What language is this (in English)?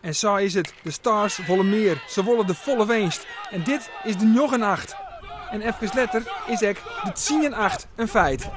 Western Frisian